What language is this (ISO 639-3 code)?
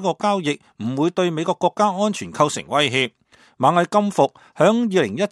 yue